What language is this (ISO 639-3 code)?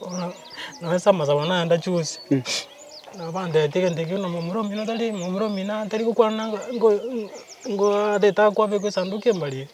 guz